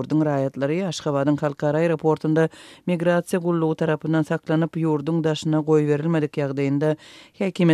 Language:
Turkmen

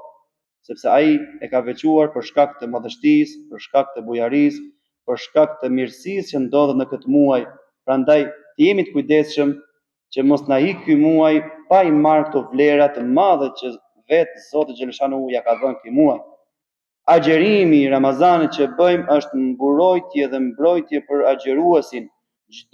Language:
Albanian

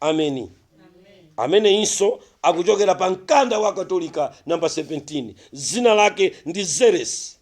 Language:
Nyanja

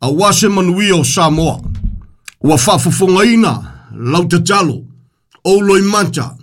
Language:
Samoan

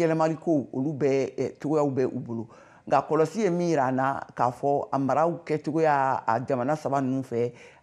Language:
Bambara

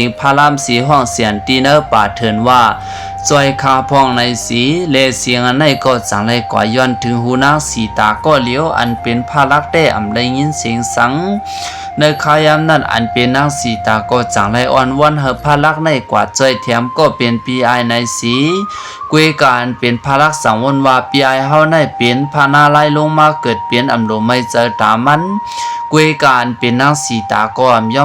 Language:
Shan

